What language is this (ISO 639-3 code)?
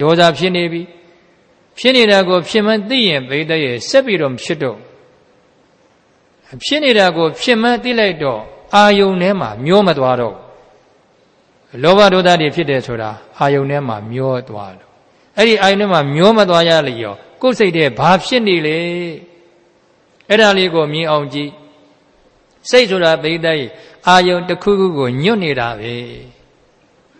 mya